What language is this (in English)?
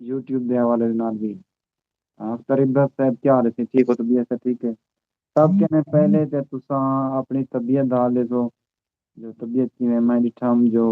Saraiki